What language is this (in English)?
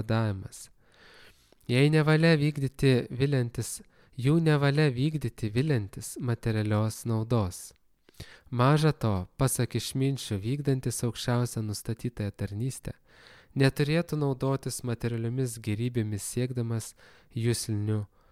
Lithuanian